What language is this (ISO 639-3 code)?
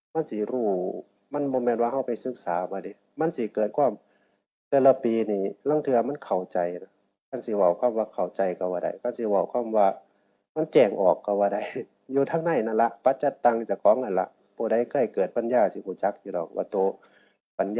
tts